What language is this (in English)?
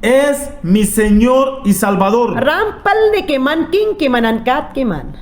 Mayangna